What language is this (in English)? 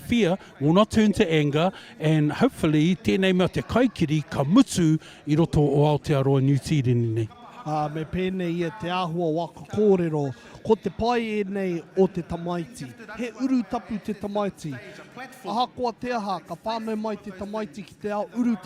Māori